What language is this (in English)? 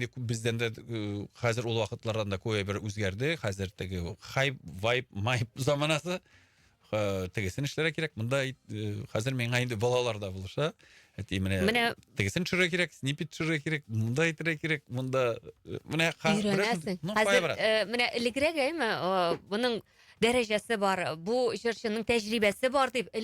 Tatar